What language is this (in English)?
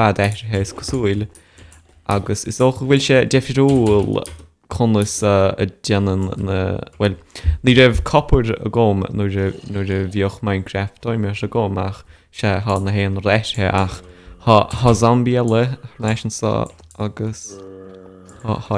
Irish